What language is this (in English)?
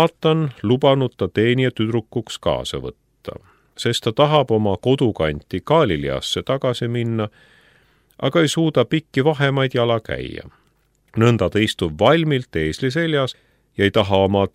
Estonian